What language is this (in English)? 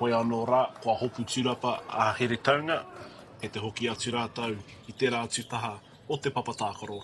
Māori